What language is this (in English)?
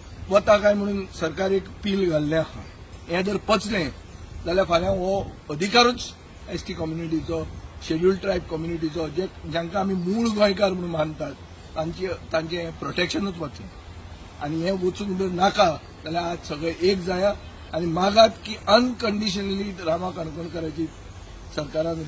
Konkani